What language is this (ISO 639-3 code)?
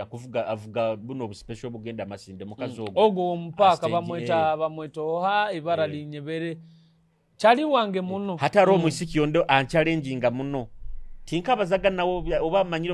nyo